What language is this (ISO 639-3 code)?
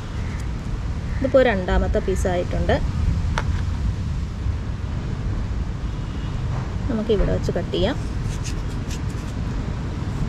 mal